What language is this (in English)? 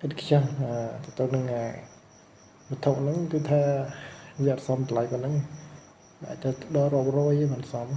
Khmer